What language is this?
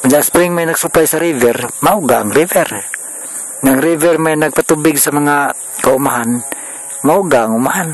Cebuano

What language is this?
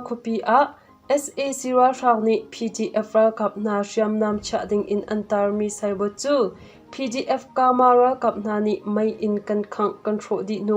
Hakha Chin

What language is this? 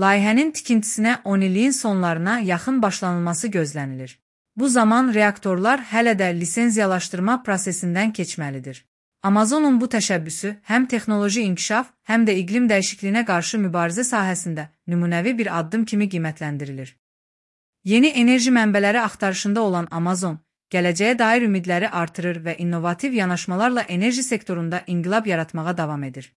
Azerbaijani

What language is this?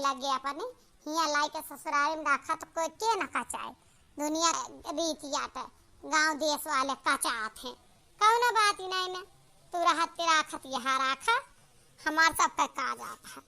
Awadhi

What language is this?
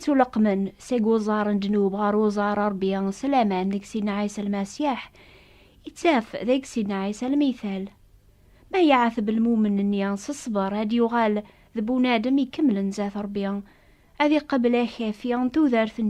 Kabyle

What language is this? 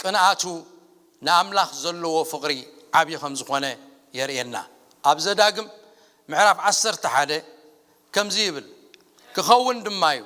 Tigrinya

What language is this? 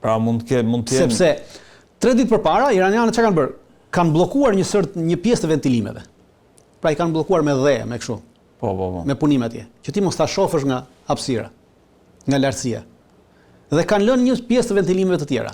Albanian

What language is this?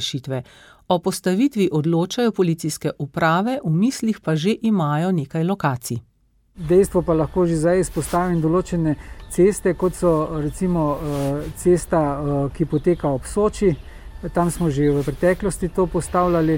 Slovenian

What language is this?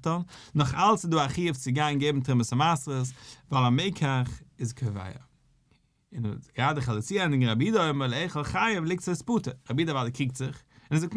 Yiddish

